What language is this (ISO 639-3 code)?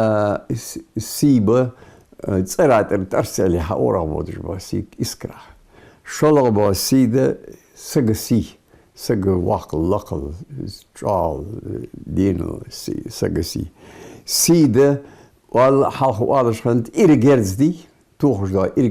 inh